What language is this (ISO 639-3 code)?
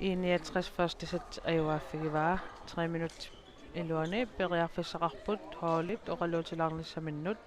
kal